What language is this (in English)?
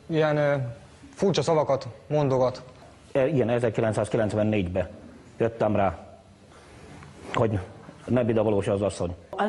Hungarian